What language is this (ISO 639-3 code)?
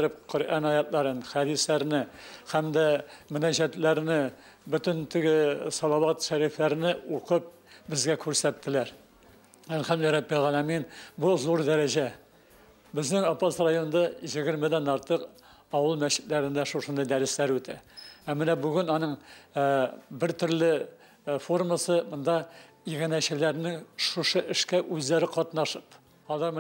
tat